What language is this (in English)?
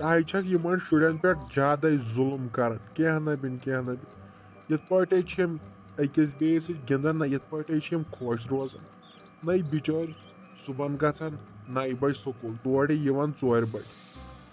Kashmiri